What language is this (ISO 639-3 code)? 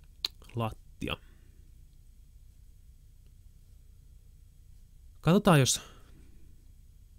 fin